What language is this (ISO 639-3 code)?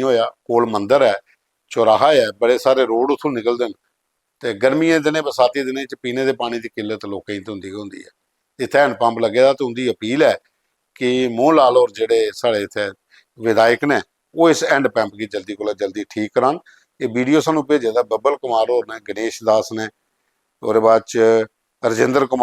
doi